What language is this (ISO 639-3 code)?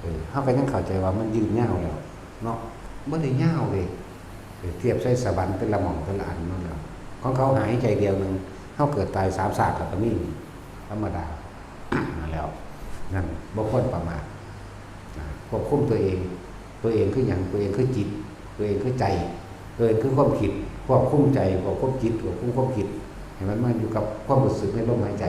tts